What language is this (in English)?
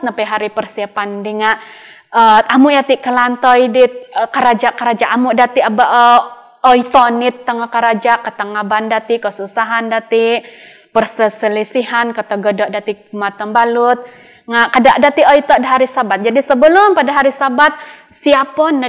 Central Dusun